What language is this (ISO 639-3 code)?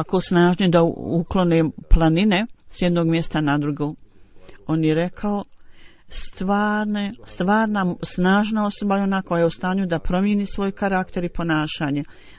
bos